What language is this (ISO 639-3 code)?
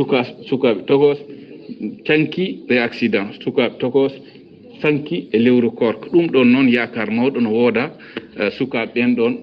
ful